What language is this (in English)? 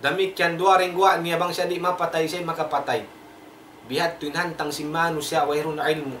Tausug